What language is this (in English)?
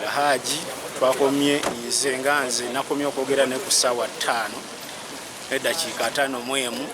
Ganda